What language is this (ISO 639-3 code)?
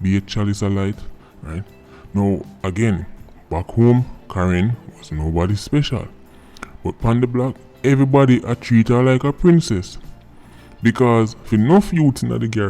jam